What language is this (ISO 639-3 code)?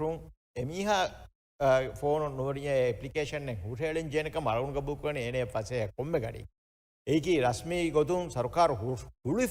div